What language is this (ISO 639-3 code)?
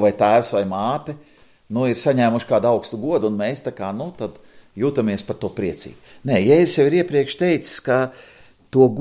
lav